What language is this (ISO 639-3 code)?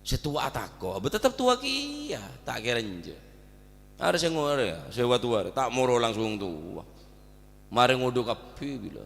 mad